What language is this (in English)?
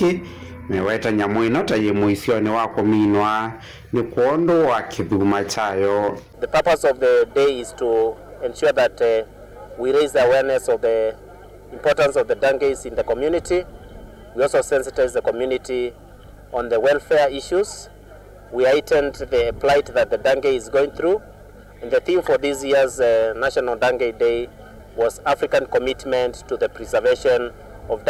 Kamba